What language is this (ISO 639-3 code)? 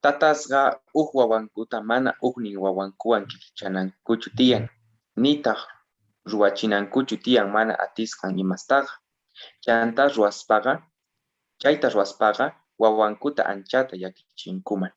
quh